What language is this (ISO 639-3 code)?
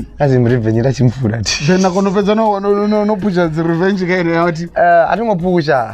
ven